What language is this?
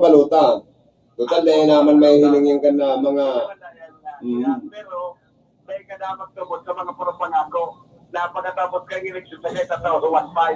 Bikol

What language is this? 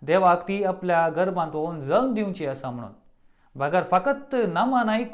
Konkani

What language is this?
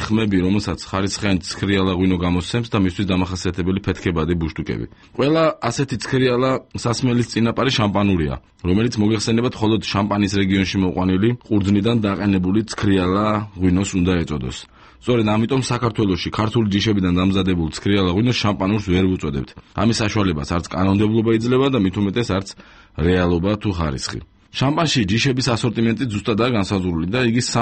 Georgian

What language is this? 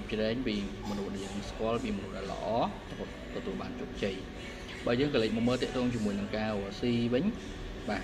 Khmer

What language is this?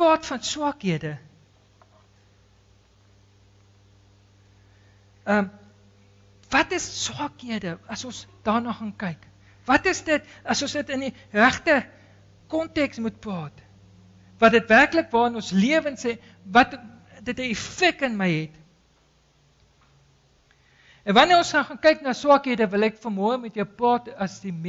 Afrikaans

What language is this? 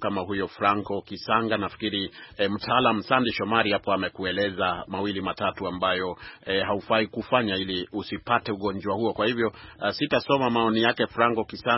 Swahili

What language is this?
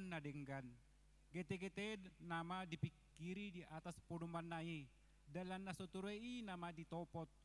Batak Toba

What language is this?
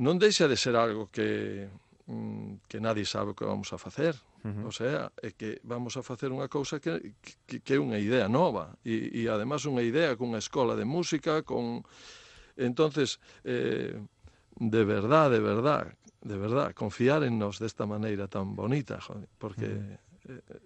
Galician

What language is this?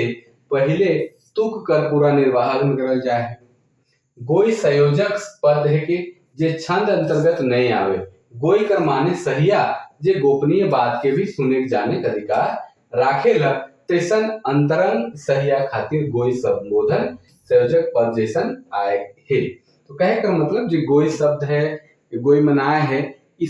Sadri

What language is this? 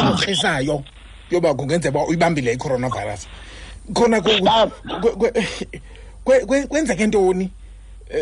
Xhosa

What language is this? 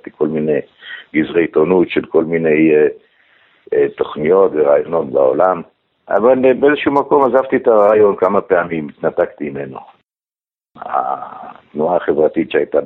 Hebrew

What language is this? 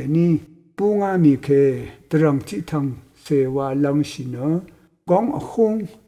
Rawang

